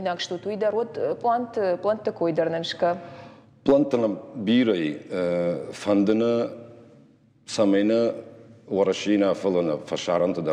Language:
Ossetic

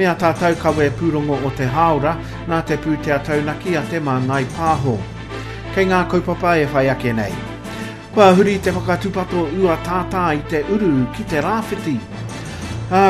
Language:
Māori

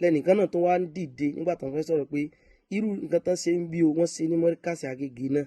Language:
Yoruba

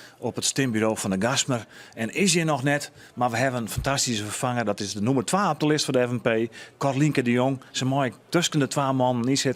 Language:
Western Frisian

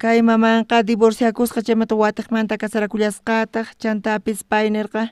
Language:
South Bolivian Quechua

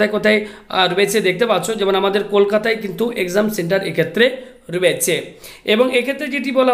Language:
Bangla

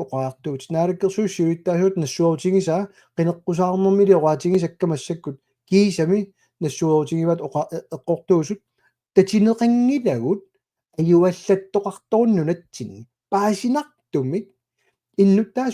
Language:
Kalaallisut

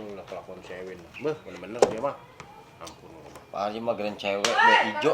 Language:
Betawi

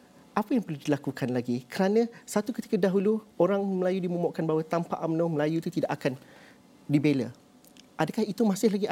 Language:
Malay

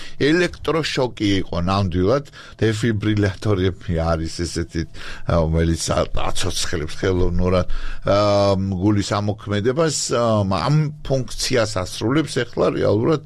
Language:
Georgian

